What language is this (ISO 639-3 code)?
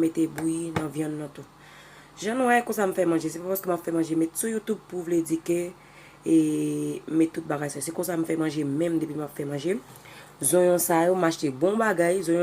hat